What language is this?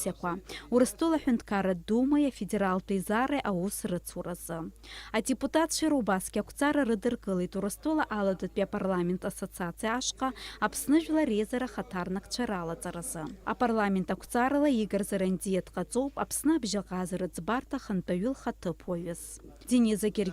Abkhazian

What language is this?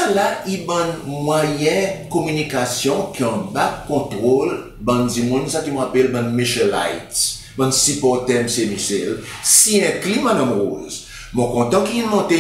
Seselwa Creole French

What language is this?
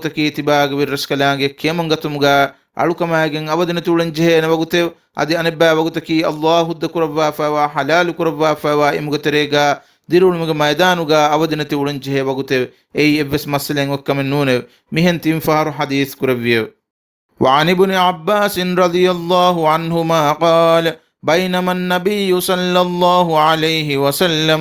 Divehi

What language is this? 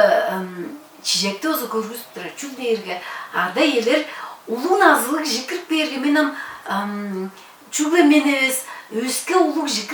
Tuvinian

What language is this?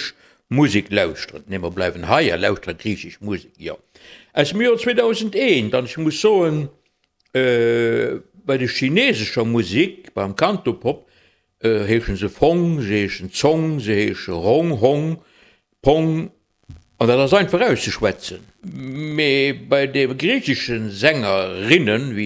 Luxembourgish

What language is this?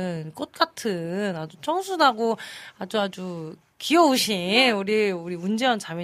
Korean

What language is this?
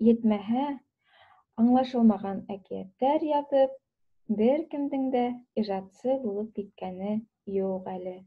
Bashkir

